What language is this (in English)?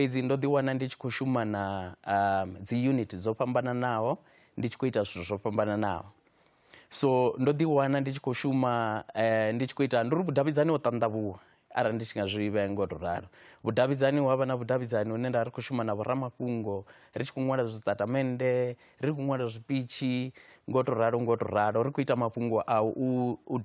Venda